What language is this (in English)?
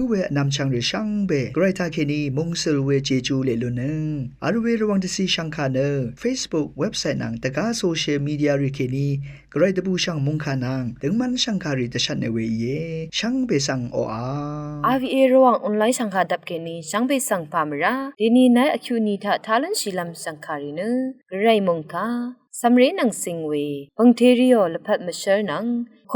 Rawang